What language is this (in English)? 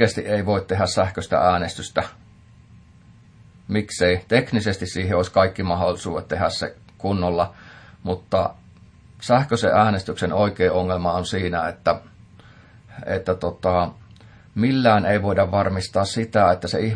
Finnish